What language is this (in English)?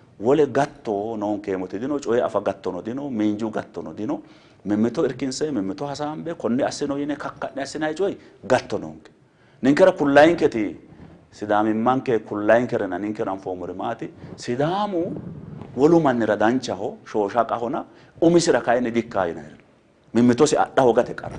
Sidamo